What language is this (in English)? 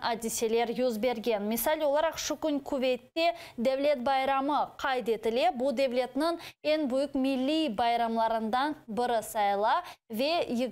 Crimean Tatar